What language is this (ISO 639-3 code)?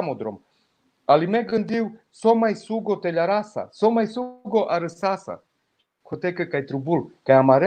rmn